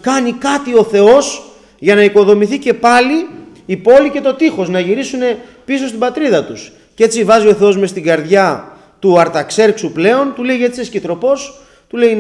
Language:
Greek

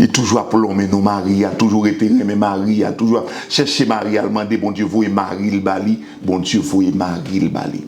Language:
Haitian Creole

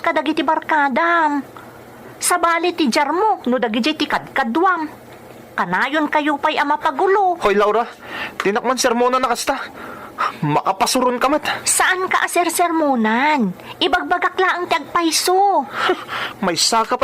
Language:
Iloko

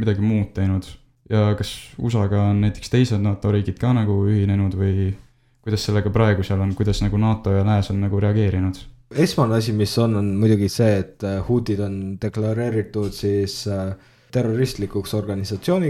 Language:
Estonian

